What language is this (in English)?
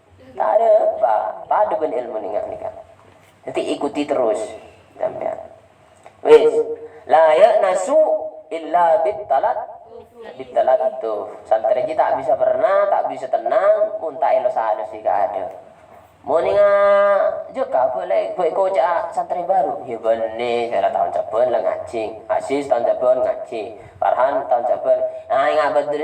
Madurese